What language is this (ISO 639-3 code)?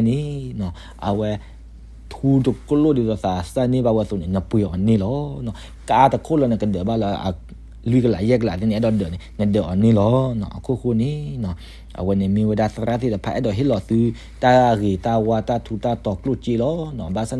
ksw